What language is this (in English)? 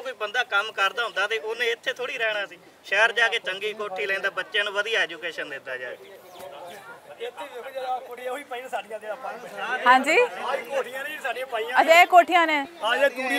Punjabi